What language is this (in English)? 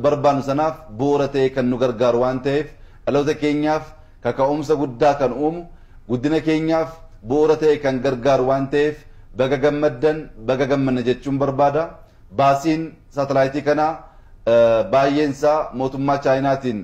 Oromo